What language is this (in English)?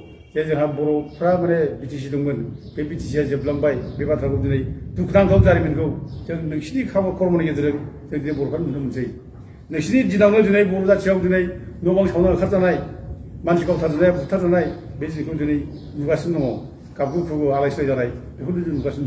Bodo